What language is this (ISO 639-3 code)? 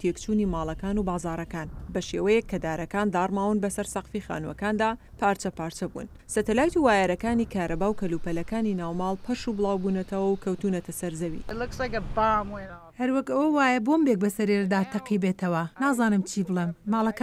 ckb